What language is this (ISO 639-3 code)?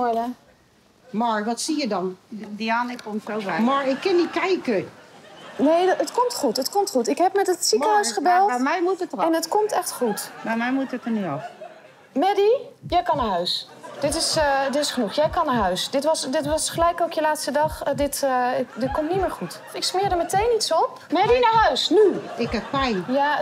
nld